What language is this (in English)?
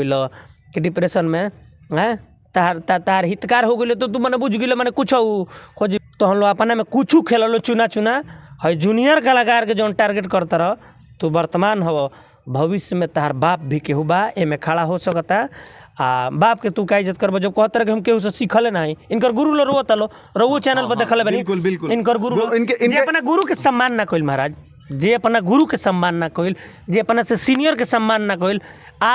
Bhojpuri